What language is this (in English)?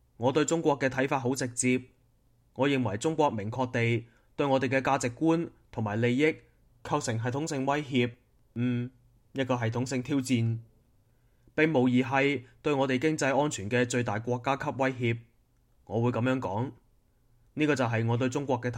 Cantonese